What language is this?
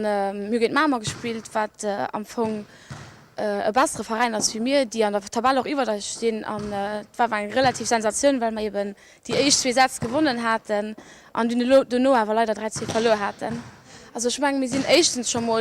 Luxembourgish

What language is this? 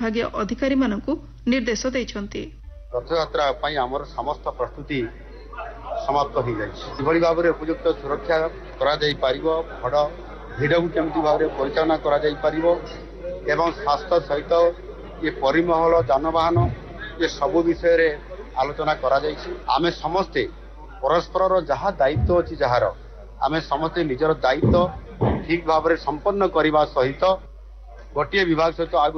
Odia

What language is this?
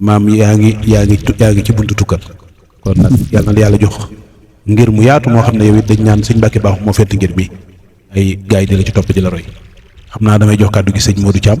Wolof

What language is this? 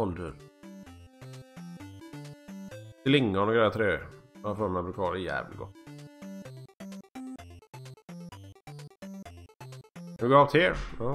Swedish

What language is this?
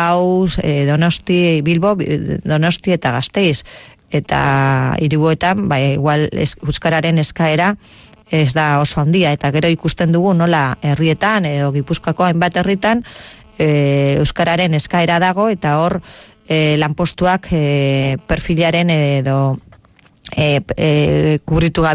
Basque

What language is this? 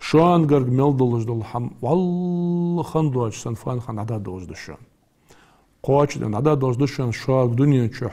Ingush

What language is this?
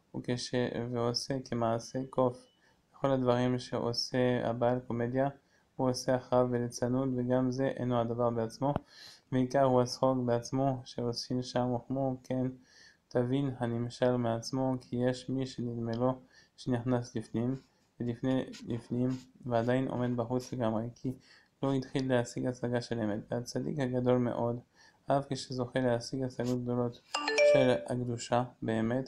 Hebrew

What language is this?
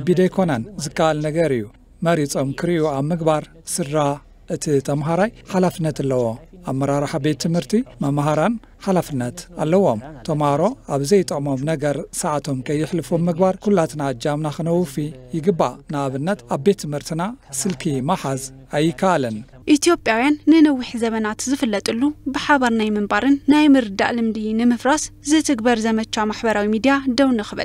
Tigrinya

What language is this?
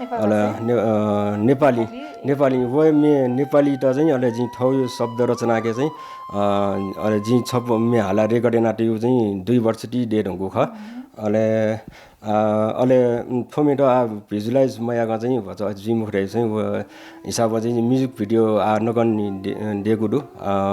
Newari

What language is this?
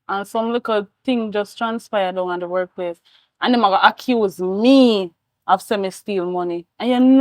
Jamaican Creole English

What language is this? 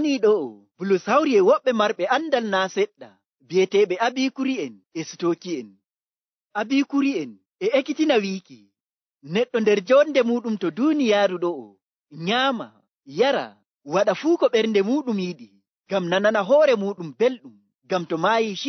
Nigerian Fulfulde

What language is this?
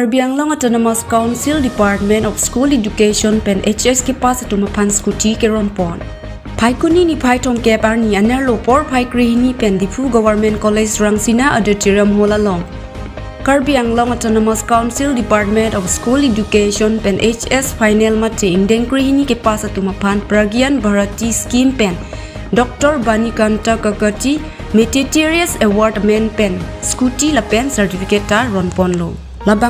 Karbi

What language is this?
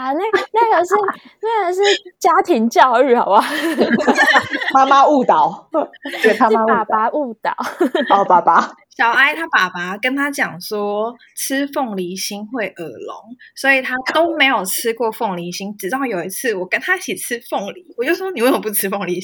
Chinese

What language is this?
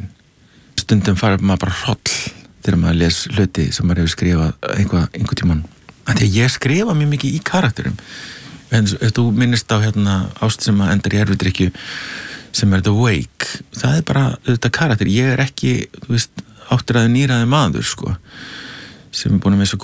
Icelandic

